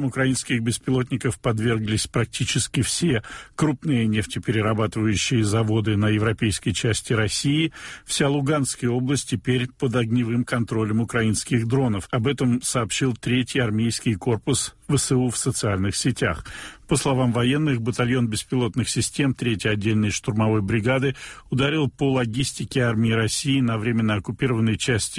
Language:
Russian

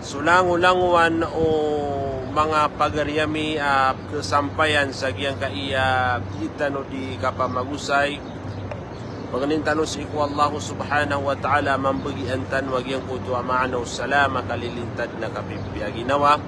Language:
Maranao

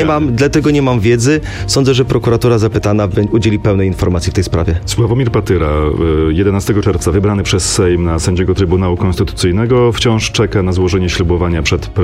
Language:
Polish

